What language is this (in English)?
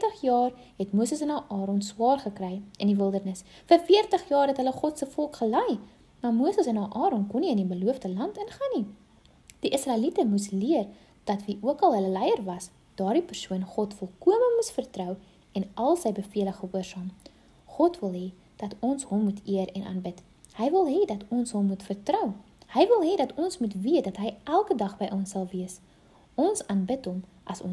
Afrikaans